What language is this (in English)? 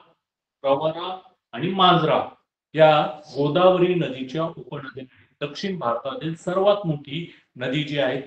Marathi